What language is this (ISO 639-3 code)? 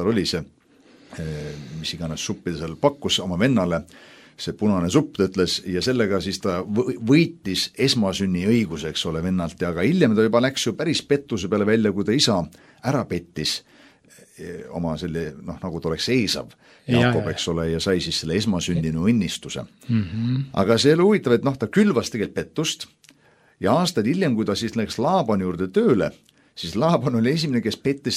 est